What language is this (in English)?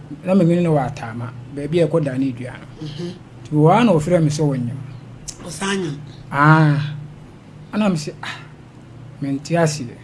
Akan